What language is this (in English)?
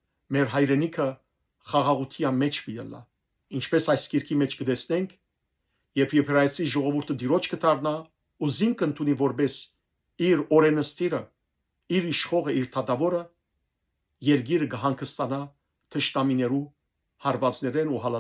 Western Armenian